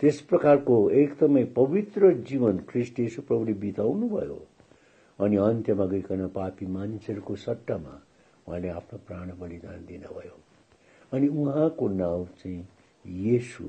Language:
Nepali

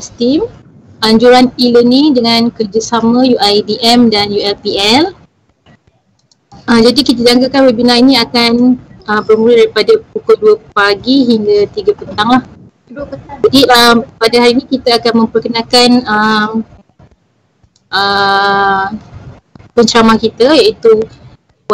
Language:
Malay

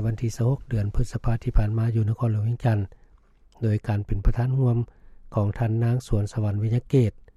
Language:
Lao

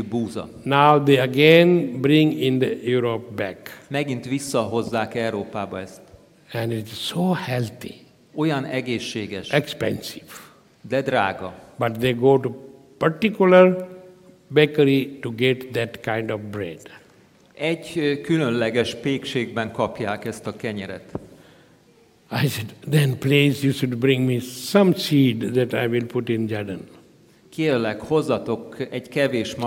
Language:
Hungarian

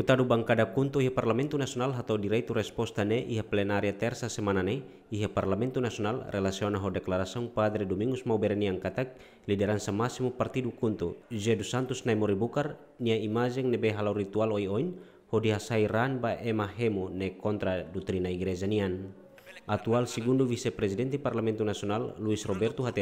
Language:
Tetum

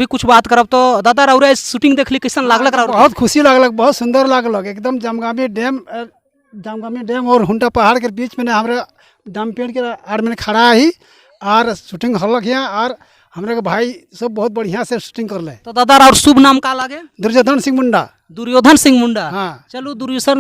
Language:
Sadri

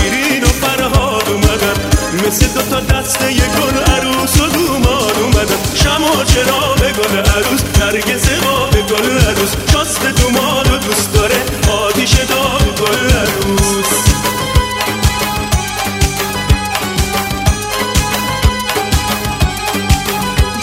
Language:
Persian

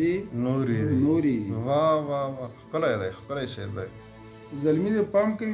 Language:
Pashto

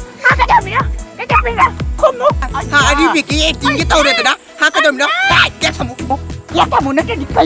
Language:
Manipuri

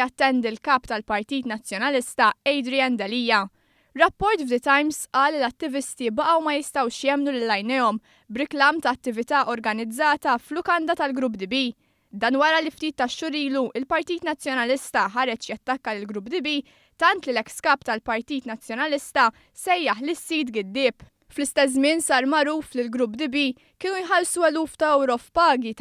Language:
Maltese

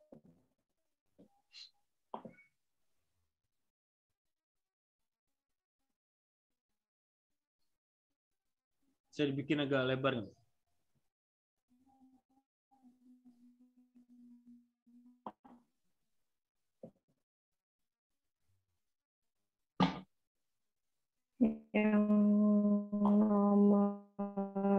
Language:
Indonesian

